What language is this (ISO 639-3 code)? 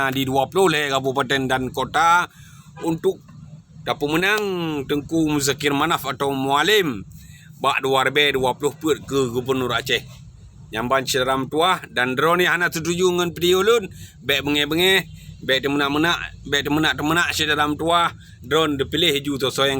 ace